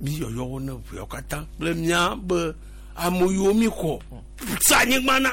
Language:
Gen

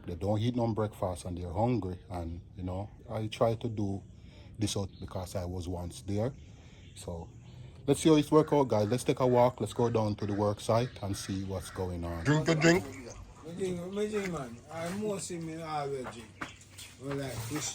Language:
Jamaican Creole English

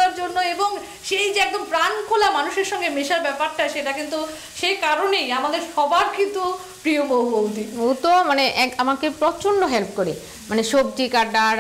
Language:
Bangla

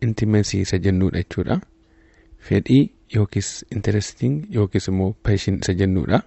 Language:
Oromo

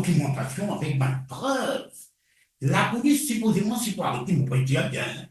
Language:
Morisyen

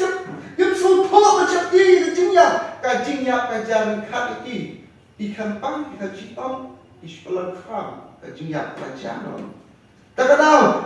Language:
Khasi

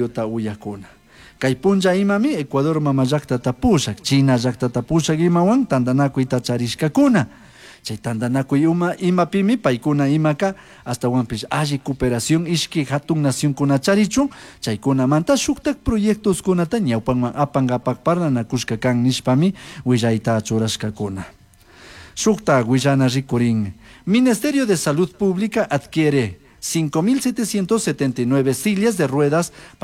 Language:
Chimborazo Highland Quichua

